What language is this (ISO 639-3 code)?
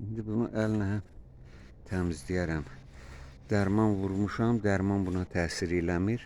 aze